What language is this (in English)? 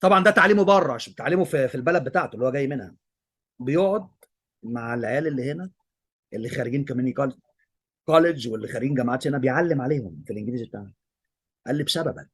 Egyptian Arabic